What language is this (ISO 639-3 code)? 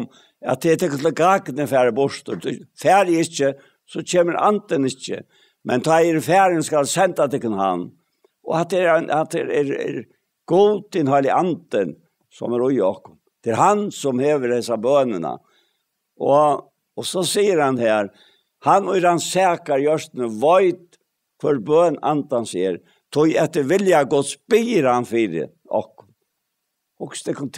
fao